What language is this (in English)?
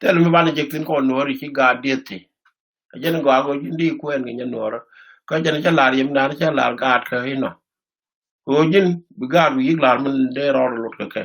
Nuer